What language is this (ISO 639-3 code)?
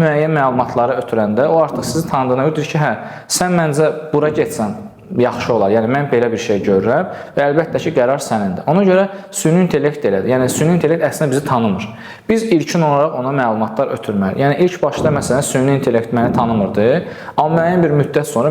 aze